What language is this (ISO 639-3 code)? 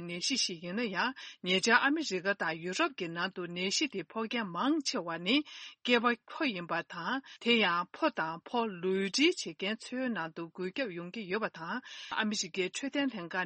bod